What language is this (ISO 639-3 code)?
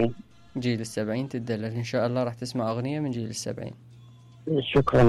acm